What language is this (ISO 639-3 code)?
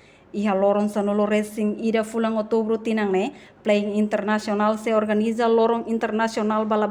tet